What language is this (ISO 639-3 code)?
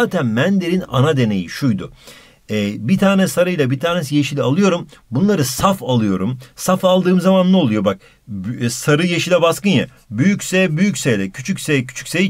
tur